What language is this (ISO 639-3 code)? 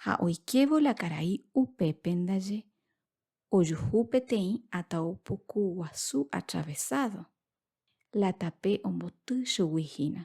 grn